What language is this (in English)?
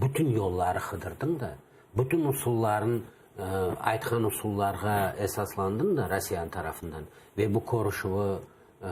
Crimean Tatar